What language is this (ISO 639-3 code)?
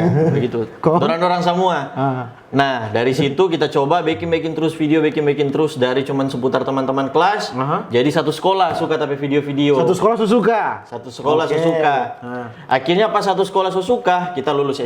xmm